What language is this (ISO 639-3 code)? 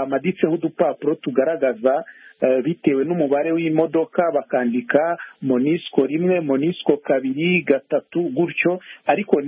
kin